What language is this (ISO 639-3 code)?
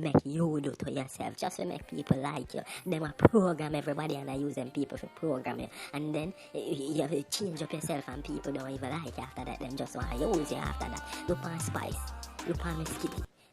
jam